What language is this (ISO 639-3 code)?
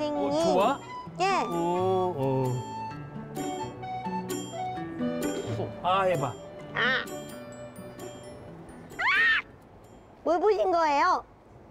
kor